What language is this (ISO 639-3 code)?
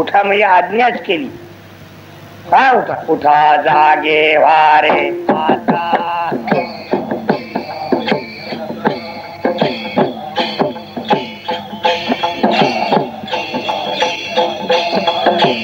mar